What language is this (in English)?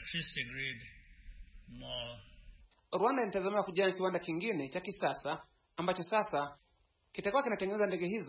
Swahili